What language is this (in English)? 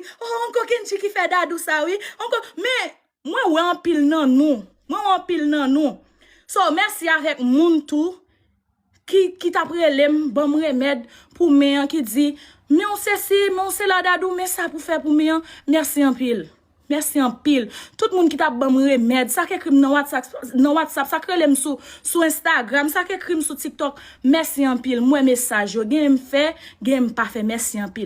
Haitian Creole